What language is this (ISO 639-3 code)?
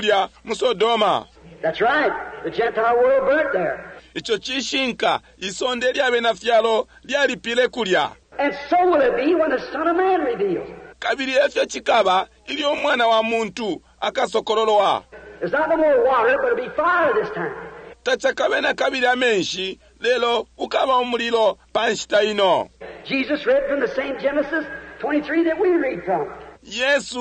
bem